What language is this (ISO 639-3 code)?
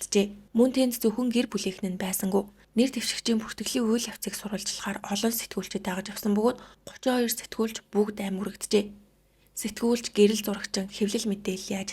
mon